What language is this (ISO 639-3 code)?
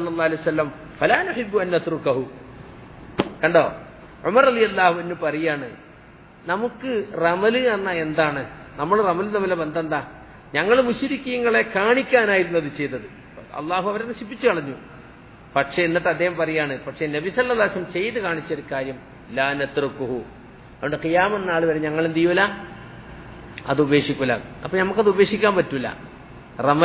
mal